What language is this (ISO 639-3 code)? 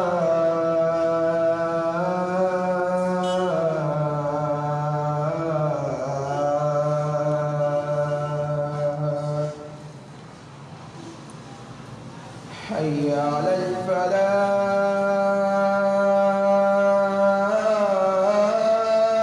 fra